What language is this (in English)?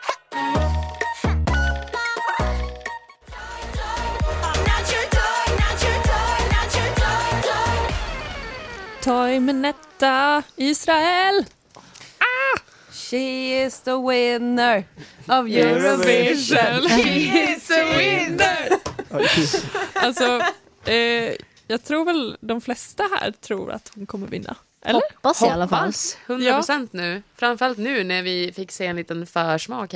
Swedish